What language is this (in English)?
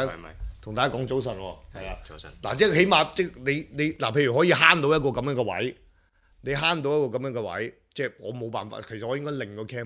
Cantonese